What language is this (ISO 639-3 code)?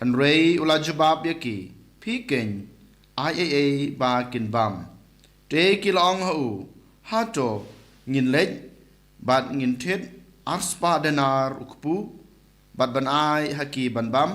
kha